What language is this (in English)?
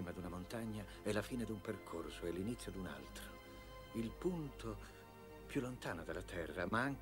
Italian